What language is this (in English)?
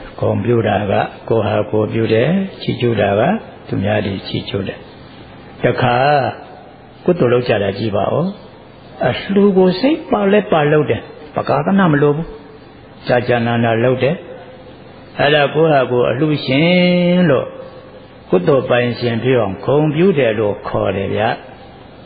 Burmese